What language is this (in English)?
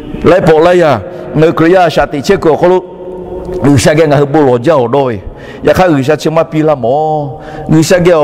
Lahu